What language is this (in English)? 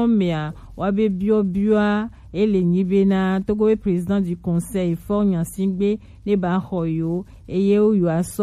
Gen